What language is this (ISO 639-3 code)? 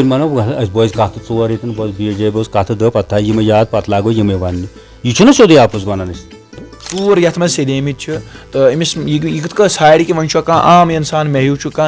kas